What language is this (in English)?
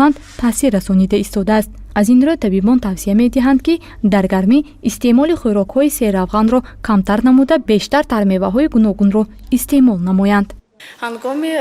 Tajik